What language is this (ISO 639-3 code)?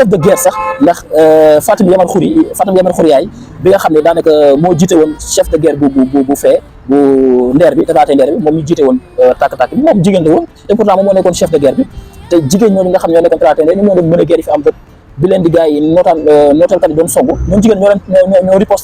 wol